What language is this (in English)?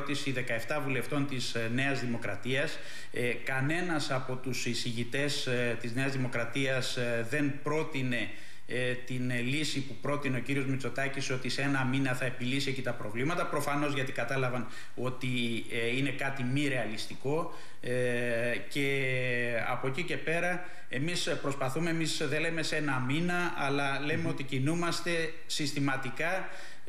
Greek